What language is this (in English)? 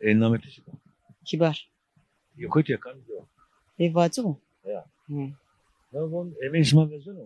Zaza